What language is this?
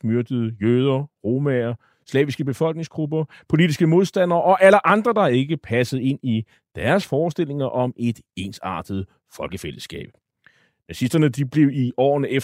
Danish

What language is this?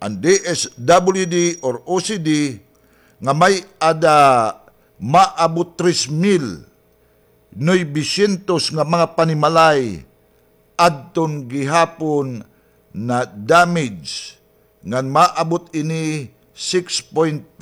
Waray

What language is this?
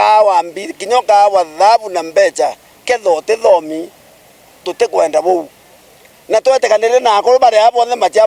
Meru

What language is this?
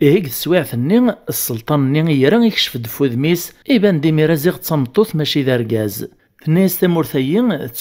Kabyle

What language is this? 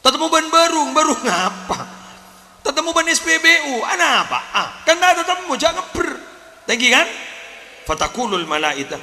Madurese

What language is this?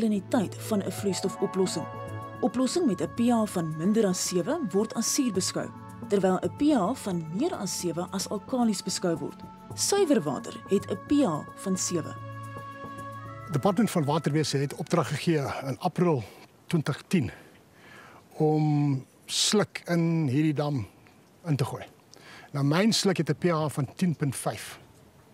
Afrikaans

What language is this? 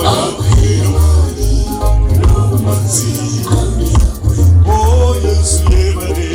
Nyankole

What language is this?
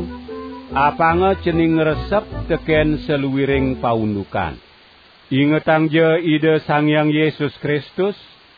Balinese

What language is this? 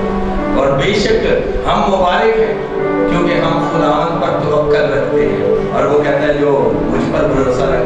Urdu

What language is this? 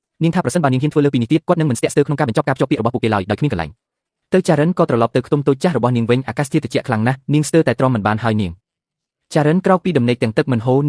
Khmer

